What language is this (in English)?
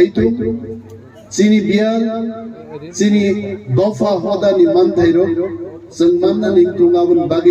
Kok Borok